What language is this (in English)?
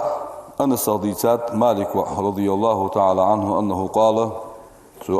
Ingush